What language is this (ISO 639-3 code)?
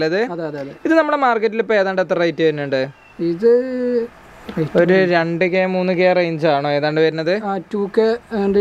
mal